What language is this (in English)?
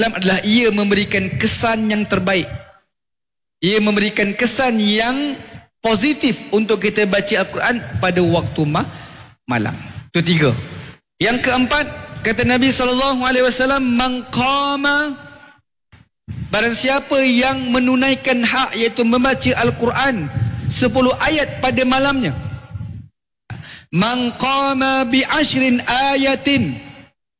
Malay